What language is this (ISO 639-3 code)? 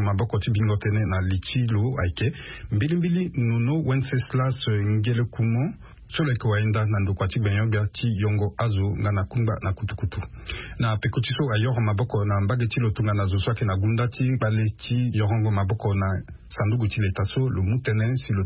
sag